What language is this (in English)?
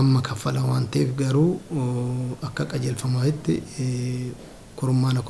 Oromo